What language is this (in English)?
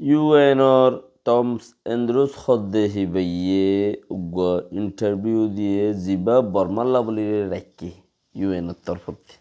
Rohingya